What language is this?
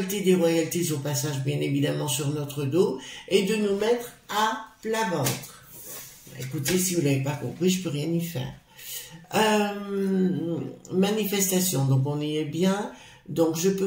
French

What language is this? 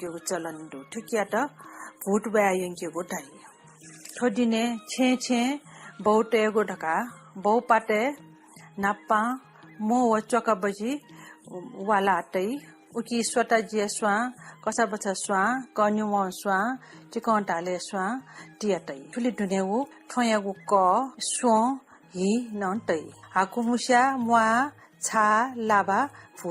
Newari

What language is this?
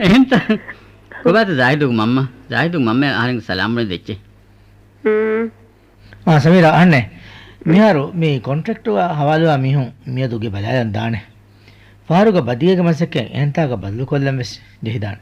Divehi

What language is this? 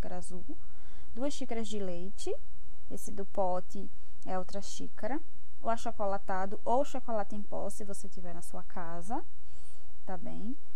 Portuguese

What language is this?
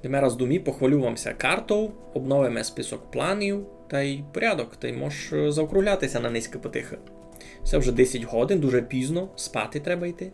Rusyn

